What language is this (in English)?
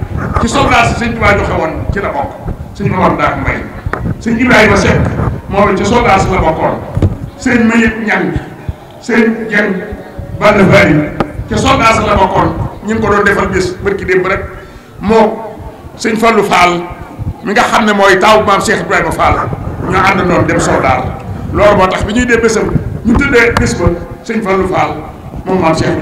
Wolof